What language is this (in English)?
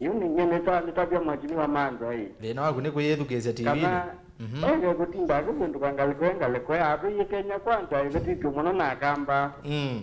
Kamba